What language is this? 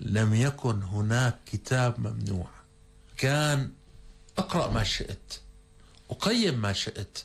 North Levantine Arabic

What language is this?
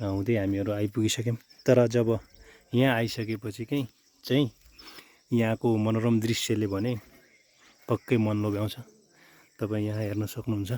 Nepali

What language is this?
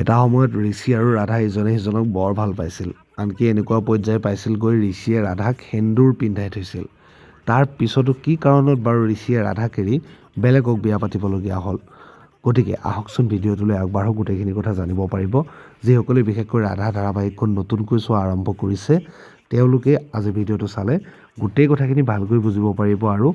Assamese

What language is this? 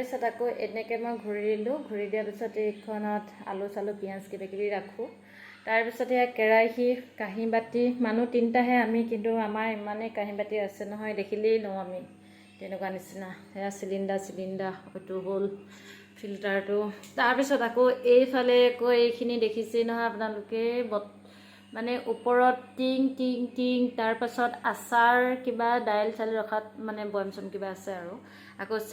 Assamese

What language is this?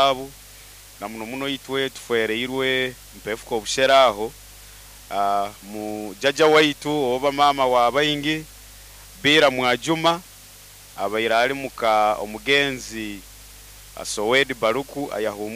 Nyoro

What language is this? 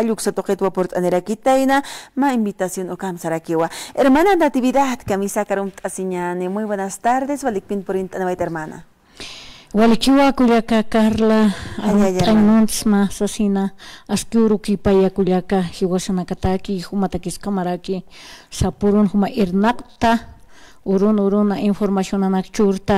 Aymara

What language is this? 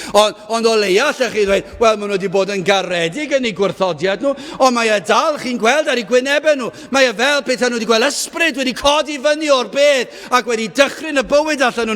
Welsh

